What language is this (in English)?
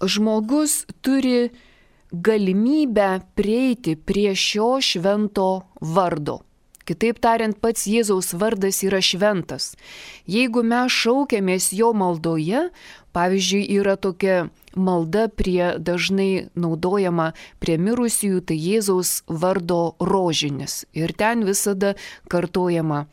Lithuanian